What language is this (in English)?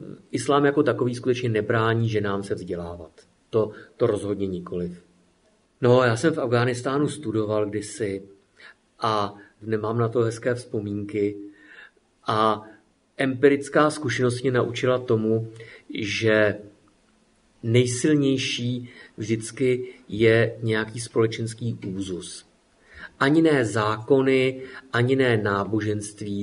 Czech